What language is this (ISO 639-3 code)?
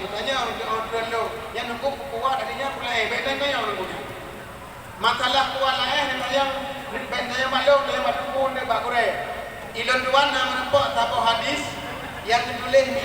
ace